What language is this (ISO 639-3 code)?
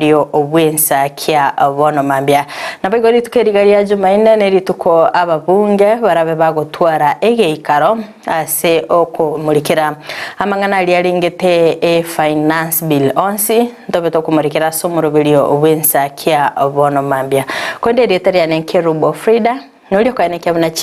guz